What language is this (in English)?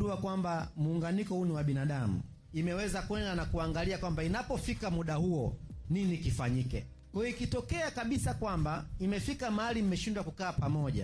Swahili